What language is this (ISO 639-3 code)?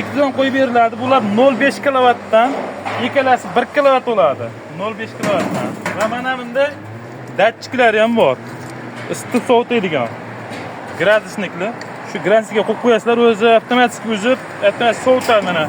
uzb